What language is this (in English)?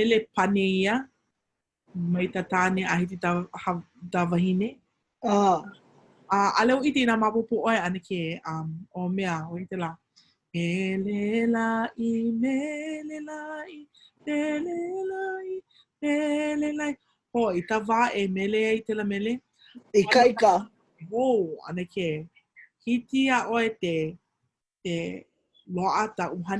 Hawaiian